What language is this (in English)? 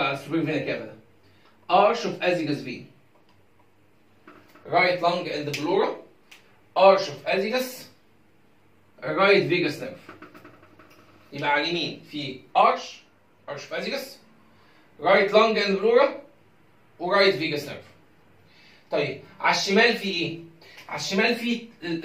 Egyptian Arabic